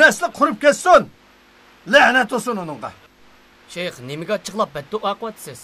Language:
Uyghur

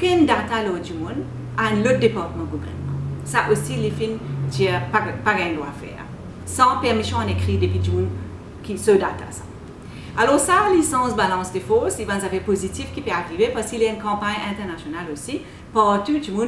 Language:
Morisyen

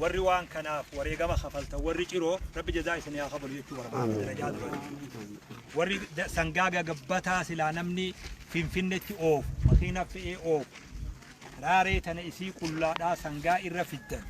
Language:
Oromo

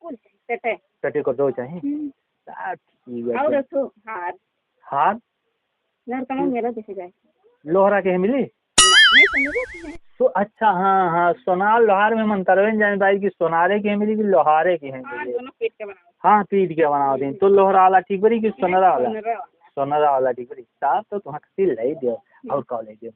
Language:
Awadhi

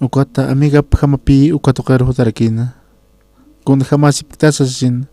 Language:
Aymara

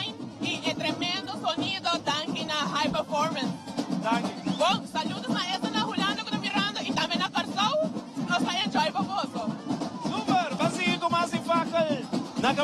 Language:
Papiamento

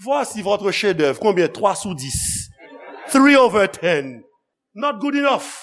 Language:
Haitian Creole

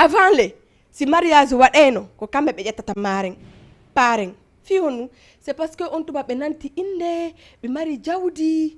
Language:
Fula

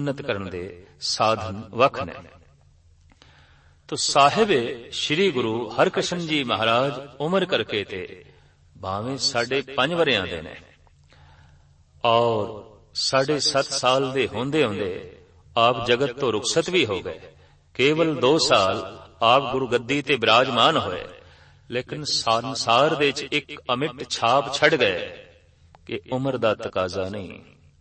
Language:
Punjabi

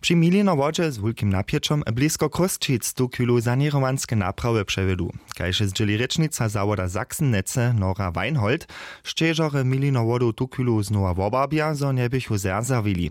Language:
Upper Sorbian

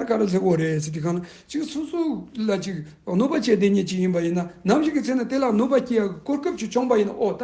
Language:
Tibetan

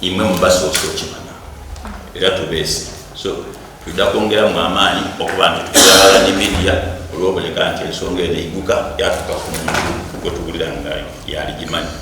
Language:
Soga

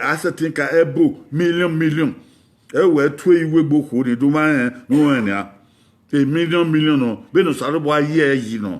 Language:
Bini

